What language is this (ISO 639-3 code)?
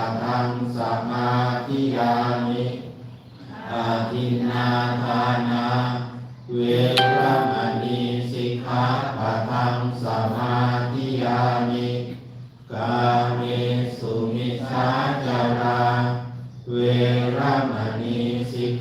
pli